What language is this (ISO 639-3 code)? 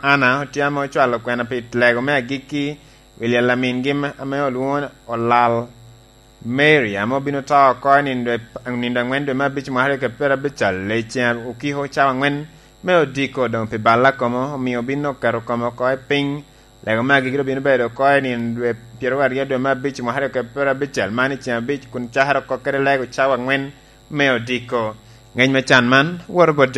laj